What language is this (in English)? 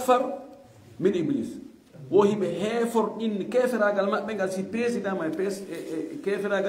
Fula